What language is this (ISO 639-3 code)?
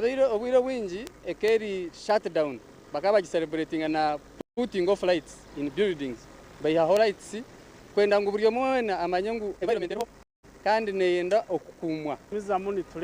nyn